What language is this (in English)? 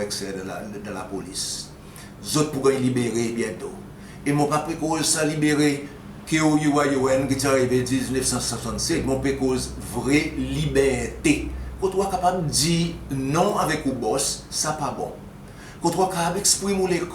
Seselwa Creole French